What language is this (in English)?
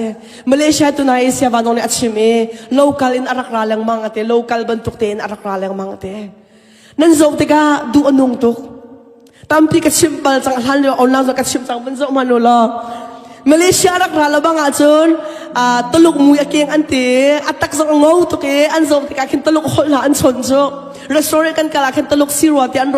Hakha Chin